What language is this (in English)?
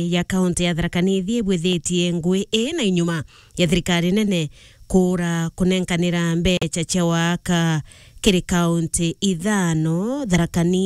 Meru